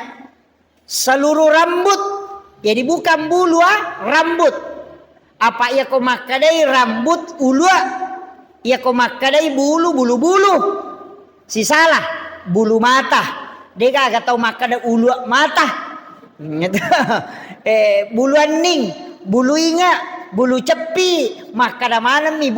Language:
Buginese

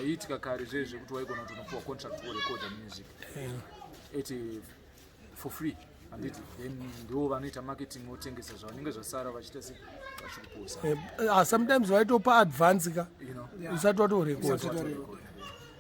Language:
Shona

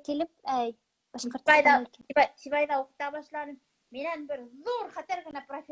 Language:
Bashkir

